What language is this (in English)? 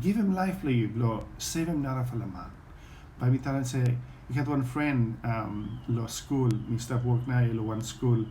Bislama